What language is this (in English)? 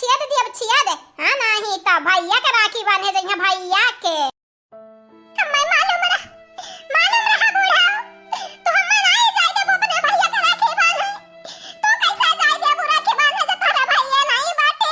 Awadhi